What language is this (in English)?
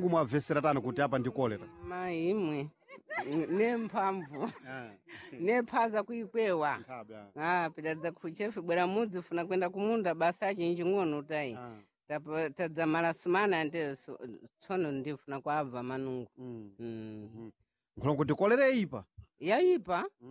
Sena